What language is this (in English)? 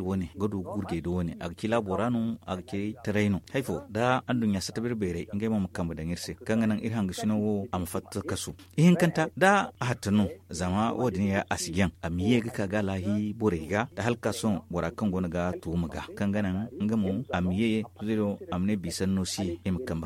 Zarma